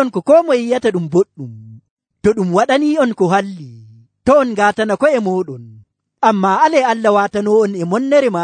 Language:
Nigerian Fulfulde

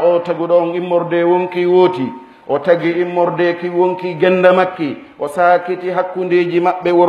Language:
Fula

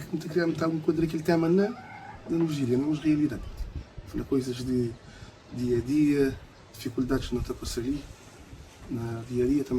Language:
Kabuverdianu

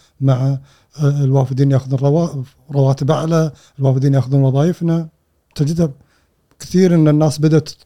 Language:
Gulf Arabic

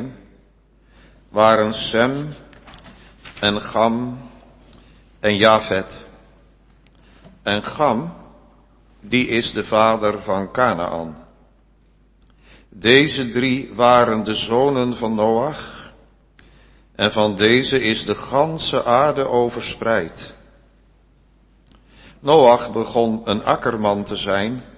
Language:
Dutch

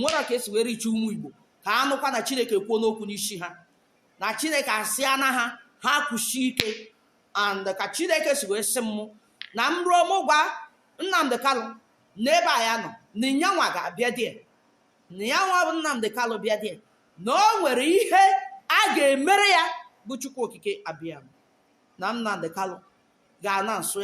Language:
Igbo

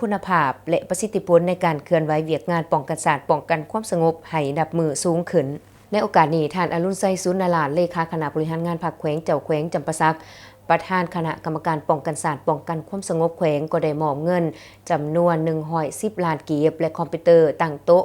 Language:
Lao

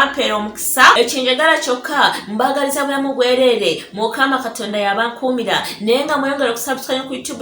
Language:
Ganda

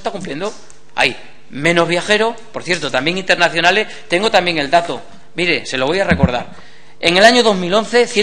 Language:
Spanish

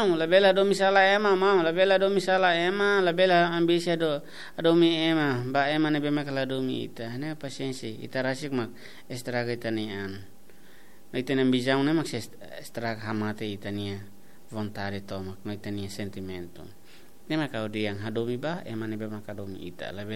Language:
Tetum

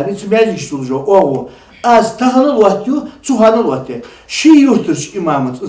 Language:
Ingush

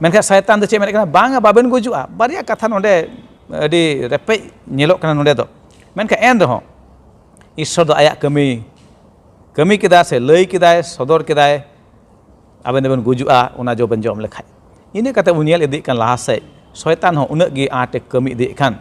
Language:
Santali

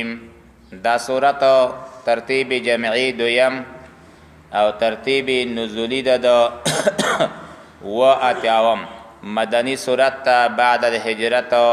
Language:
Pashto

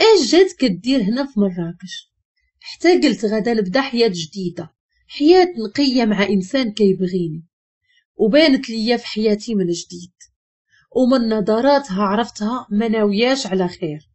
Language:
Moroccan Arabic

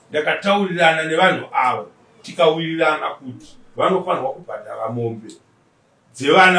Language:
Shona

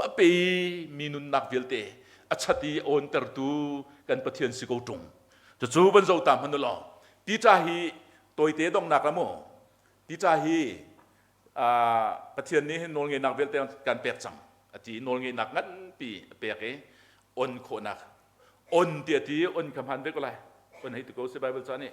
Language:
Hakha Chin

